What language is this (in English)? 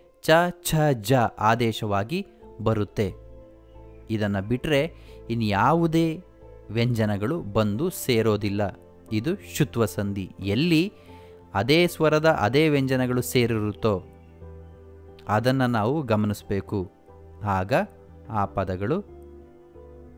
Kannada